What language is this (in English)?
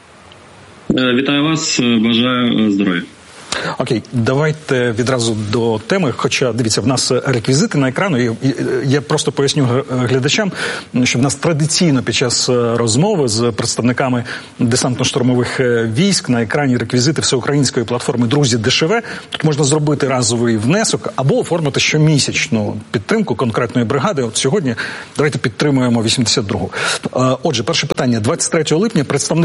Ukrainian